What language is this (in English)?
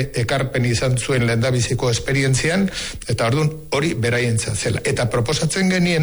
Basque